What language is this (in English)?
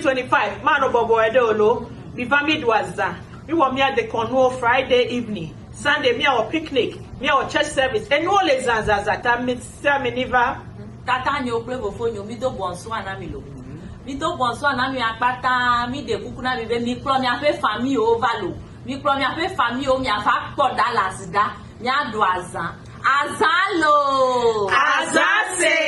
Ewe